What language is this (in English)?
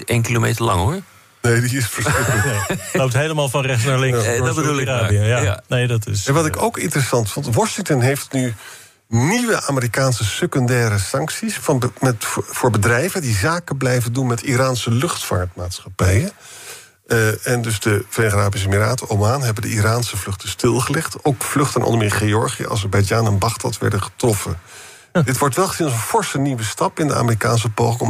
Dutch